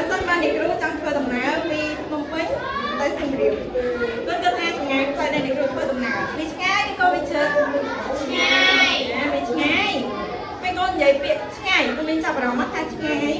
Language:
Khmer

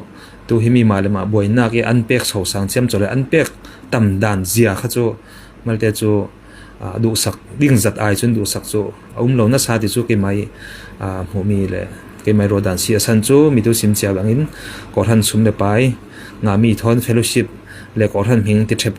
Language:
Falam Chin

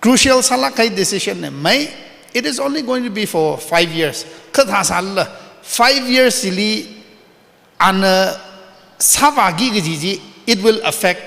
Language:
Tangkhul Naga (India)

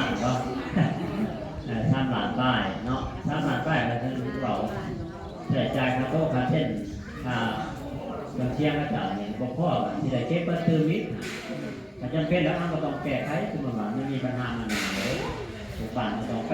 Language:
Northeastern Thai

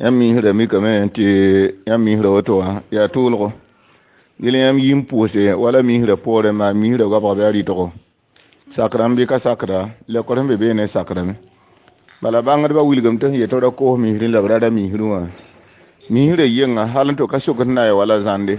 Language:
Mossi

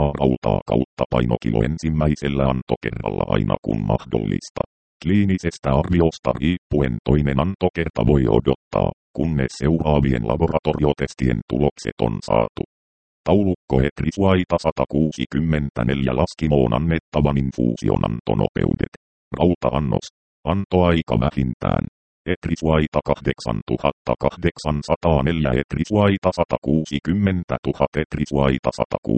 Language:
Finnish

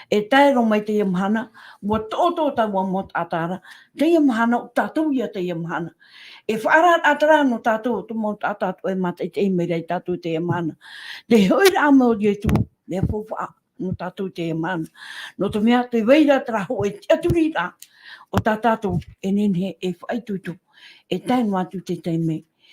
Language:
Tahitian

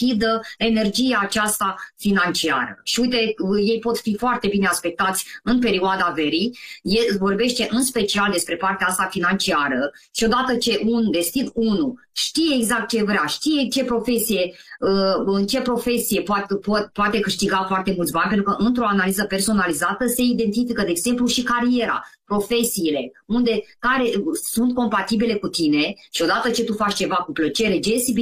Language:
Romanian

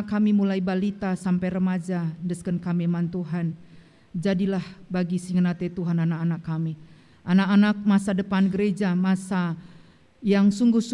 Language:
Batak Karo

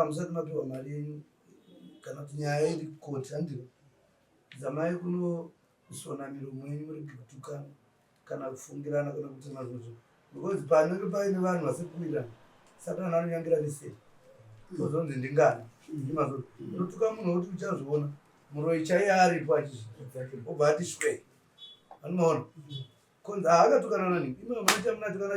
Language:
Shona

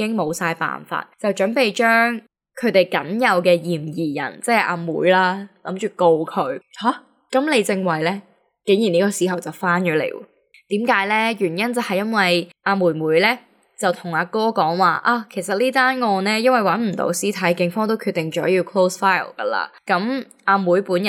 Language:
Cantonese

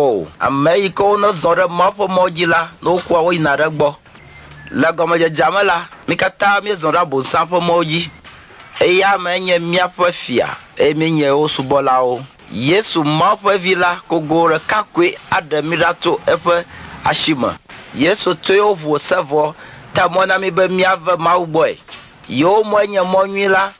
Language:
Ewe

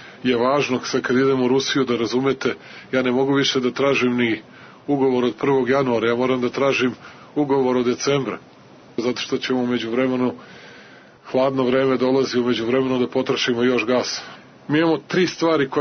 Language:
Serbian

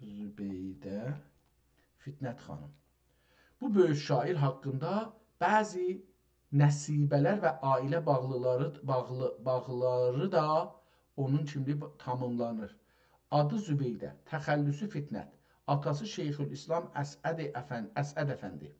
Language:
South Azerbaijani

